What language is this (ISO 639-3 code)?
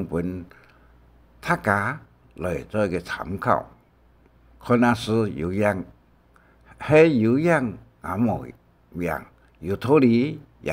hak